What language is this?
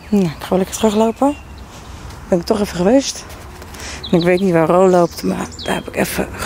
Dutch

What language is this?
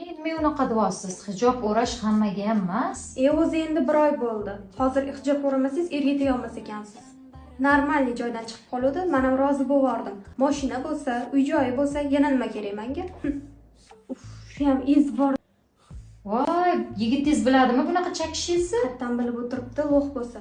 Uzbek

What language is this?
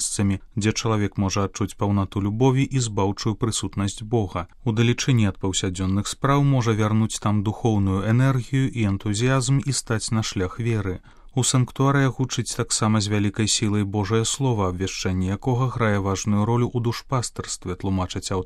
Belarusian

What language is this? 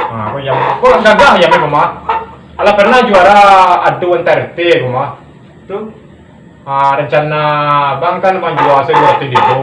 Minangkabau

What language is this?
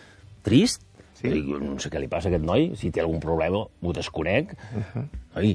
Catalan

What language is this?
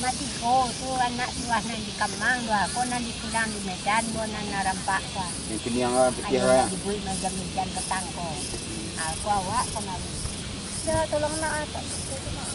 Minangkabau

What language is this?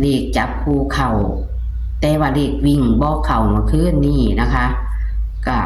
Northeastern Thai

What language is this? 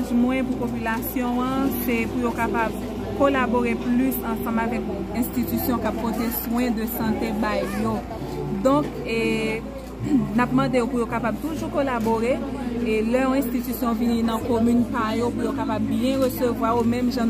Haitian Creole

